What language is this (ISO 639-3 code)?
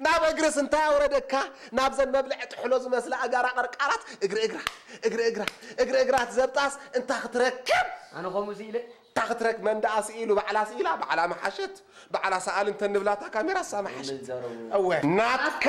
tir